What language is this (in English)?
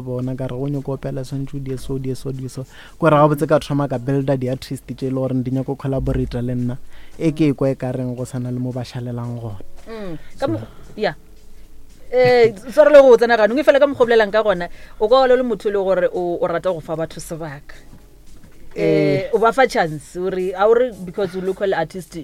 Northern Sotho